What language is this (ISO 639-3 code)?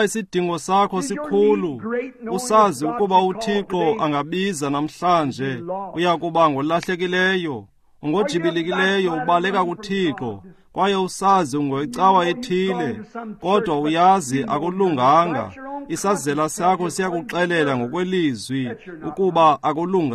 xho